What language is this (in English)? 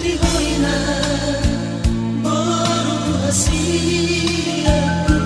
Batak Toba